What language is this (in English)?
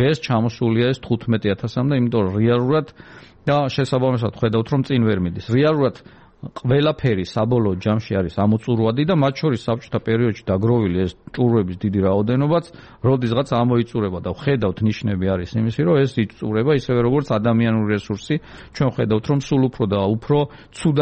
Georgian